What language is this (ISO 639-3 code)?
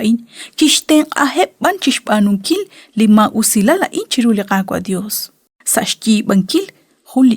kek